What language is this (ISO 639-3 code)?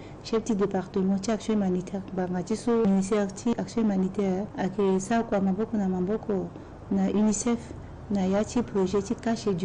sag